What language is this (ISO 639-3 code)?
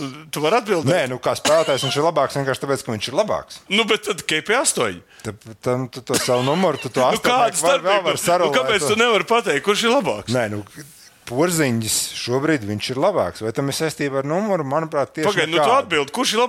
lav